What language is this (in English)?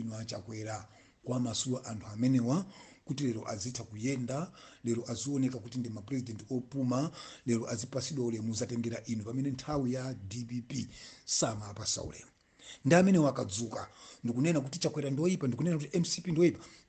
Nyanja